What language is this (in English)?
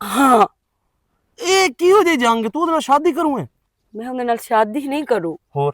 Western Panjabi